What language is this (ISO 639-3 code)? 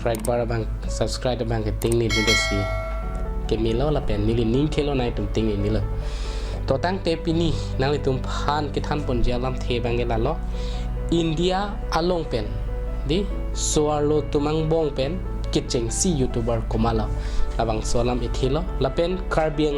mjw